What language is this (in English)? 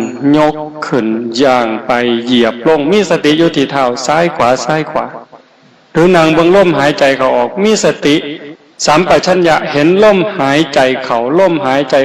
Northeastern Thai